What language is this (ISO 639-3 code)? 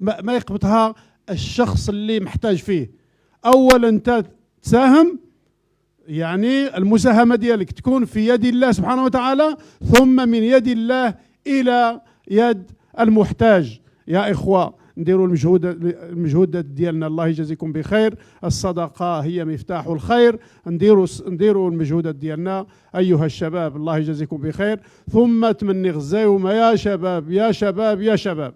ary